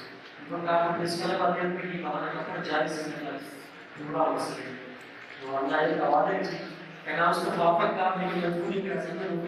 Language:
Brahui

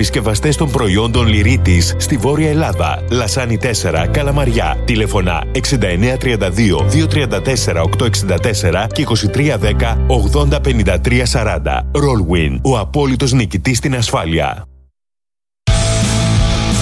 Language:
Greek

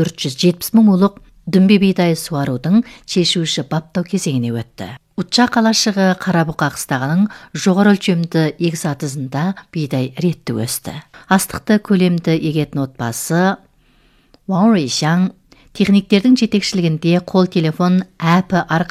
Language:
Kazakh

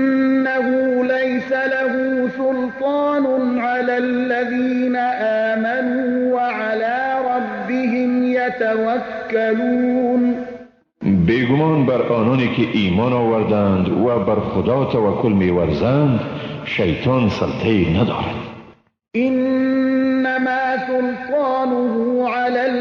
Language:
Persian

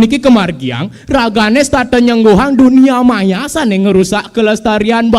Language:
Balinese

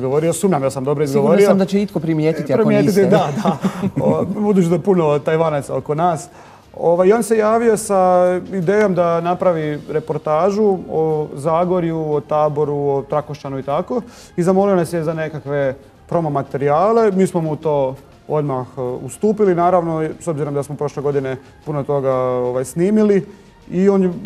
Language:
Croatian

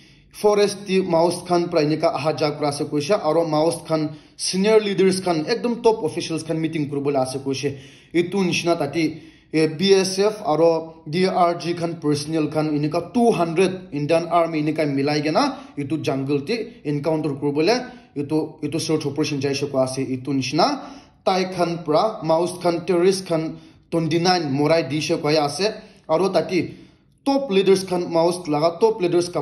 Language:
Naga Pidgin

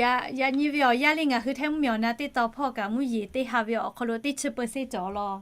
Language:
Lahu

